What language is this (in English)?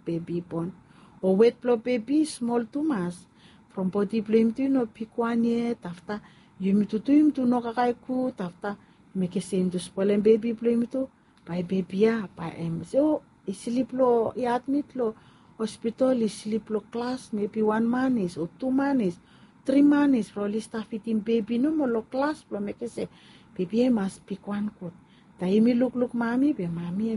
Bislama